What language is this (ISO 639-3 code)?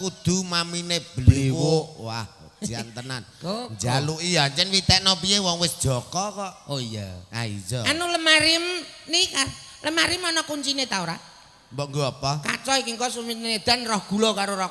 jav